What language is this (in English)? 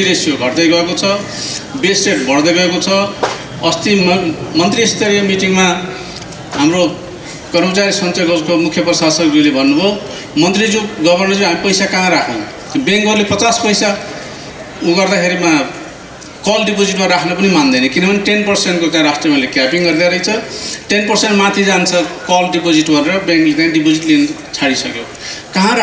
Nepali